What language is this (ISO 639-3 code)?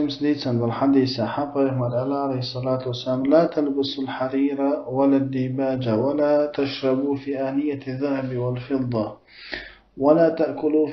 che